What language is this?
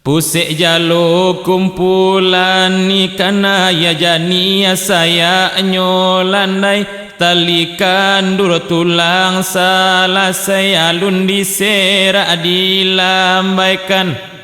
Minangkabau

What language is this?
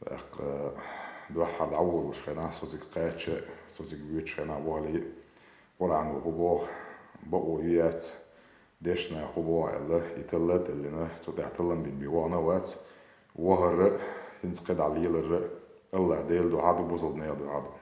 Chechen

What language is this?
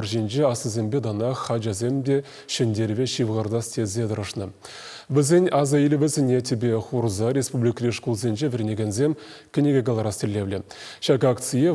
Chuvash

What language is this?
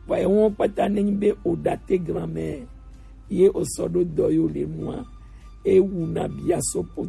Gen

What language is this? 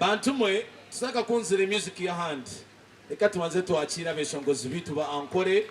Nyankole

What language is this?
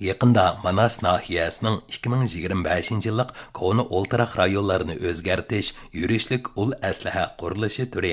Uyghur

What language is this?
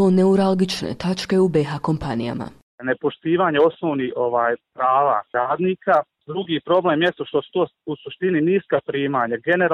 Serbian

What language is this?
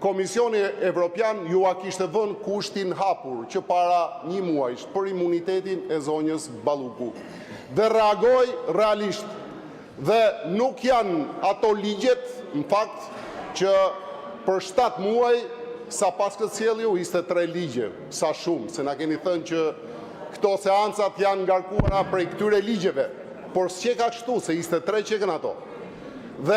Albanian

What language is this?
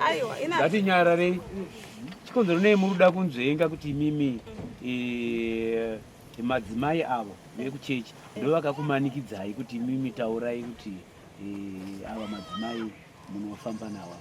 Shona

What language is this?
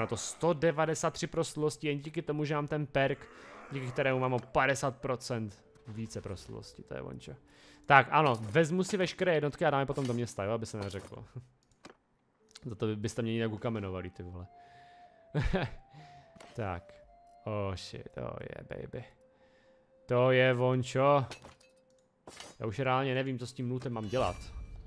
Czech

